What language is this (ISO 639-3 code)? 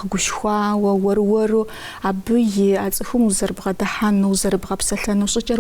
kbd